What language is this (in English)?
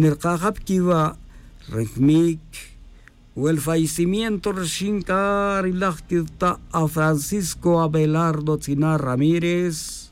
Tz'utujil